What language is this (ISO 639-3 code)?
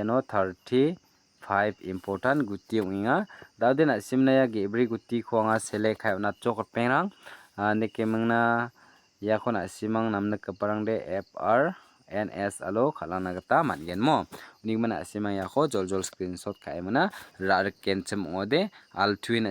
grt